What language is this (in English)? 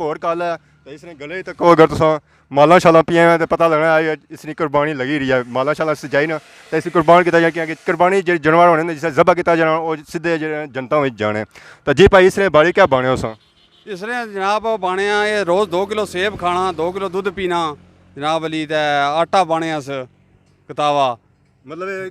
Pahari-Potwari